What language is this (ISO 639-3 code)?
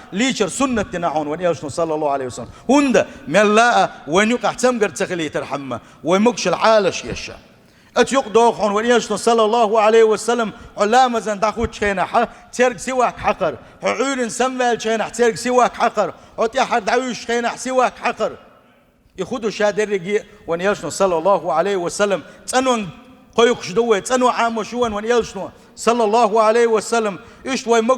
che